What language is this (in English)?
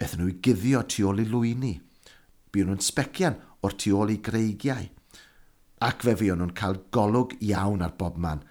Welsh